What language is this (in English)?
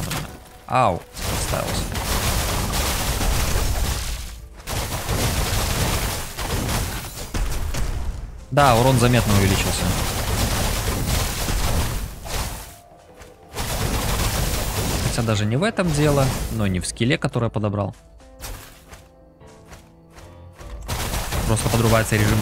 Russian